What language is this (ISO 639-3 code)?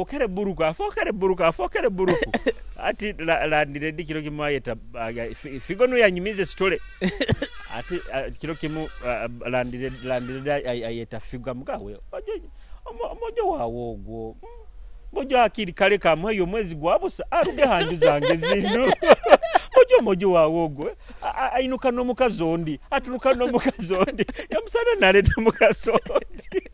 nyo